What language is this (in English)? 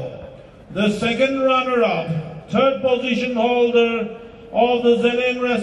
Chokri Naga